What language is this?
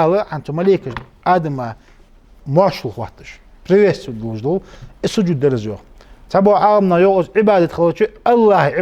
Ingush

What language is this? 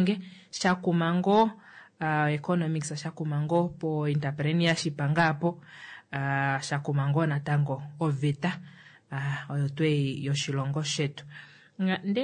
Kuanyama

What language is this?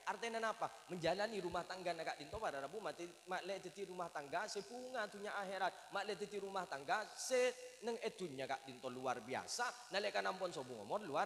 Madurese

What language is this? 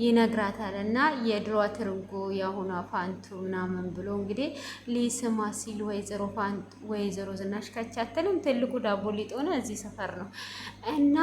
Amharic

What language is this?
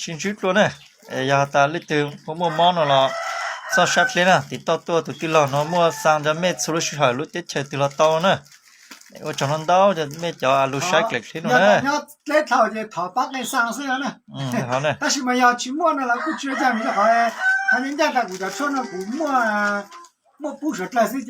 Hmong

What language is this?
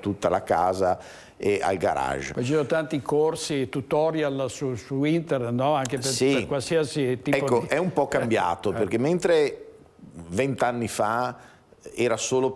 Italian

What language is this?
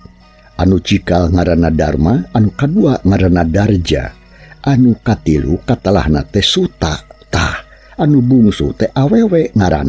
Sundanese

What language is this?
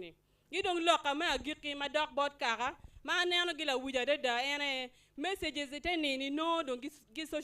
Acoli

